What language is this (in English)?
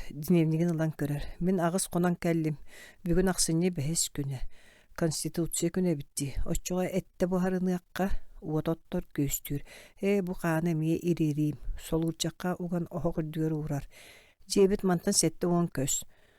Yakut